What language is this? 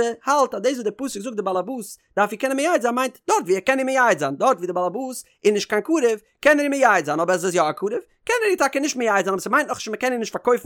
Yiddish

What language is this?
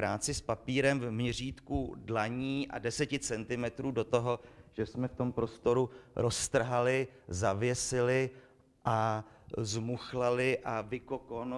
Czech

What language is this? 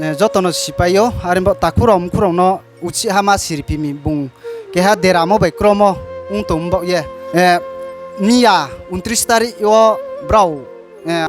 Riang (India)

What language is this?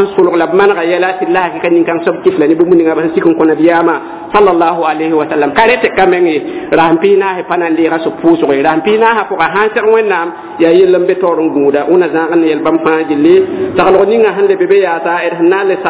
Mossi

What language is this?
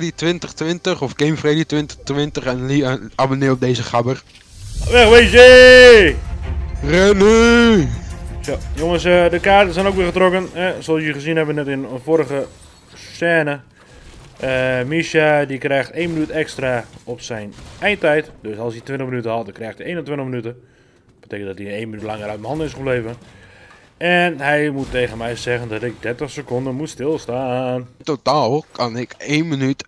Dutch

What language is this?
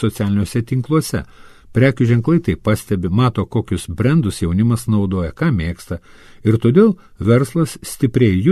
Lithuanian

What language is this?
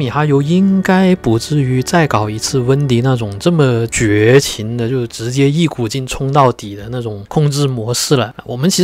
Chinese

